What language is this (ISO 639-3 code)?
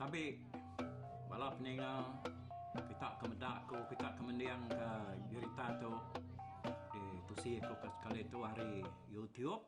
iba